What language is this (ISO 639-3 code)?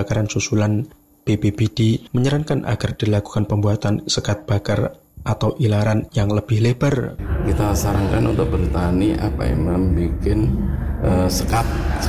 ind